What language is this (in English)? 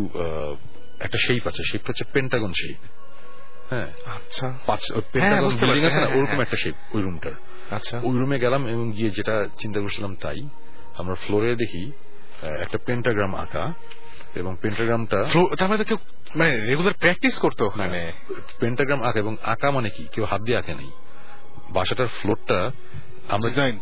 Bangla